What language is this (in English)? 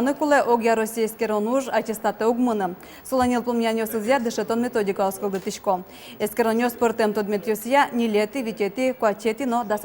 Udmurt